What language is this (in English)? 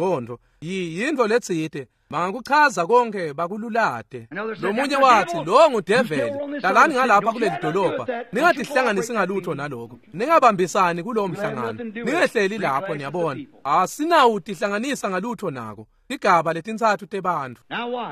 Swati